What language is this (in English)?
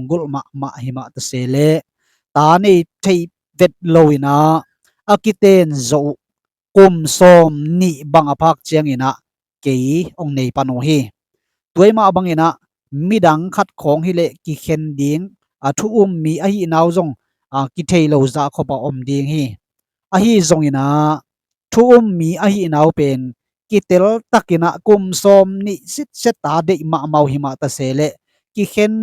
Tedim Chin